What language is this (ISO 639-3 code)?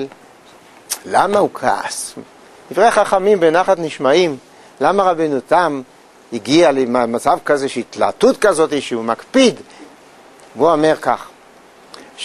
heb